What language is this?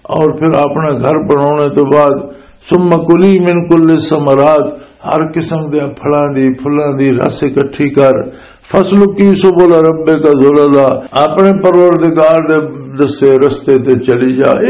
Western Panjabi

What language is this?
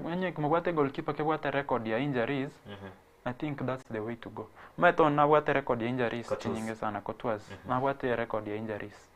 Gusii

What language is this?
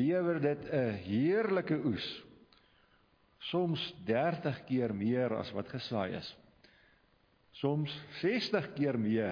Afrikaans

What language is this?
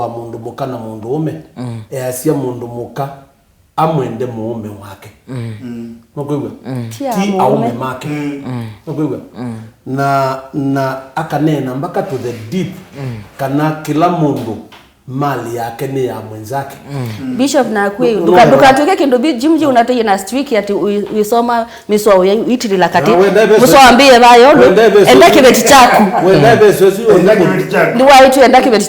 Kamba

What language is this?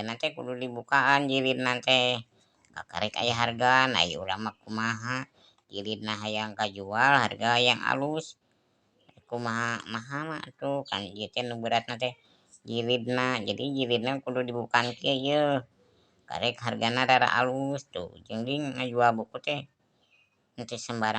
Sundanese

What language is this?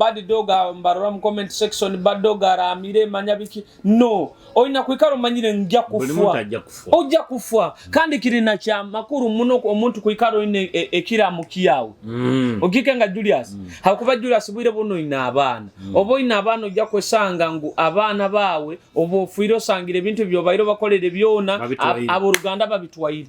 Nyoro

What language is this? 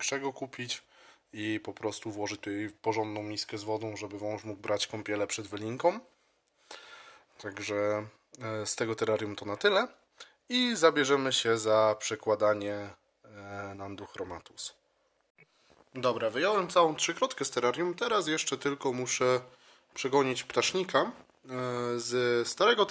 Polish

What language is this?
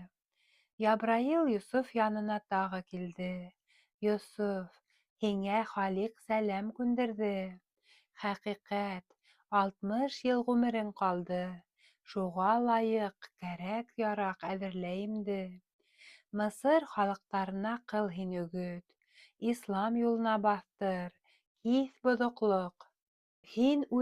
Bashkir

